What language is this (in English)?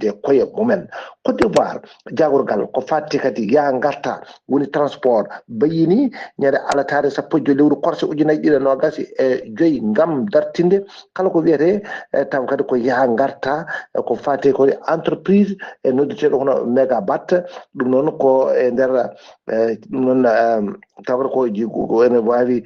Fula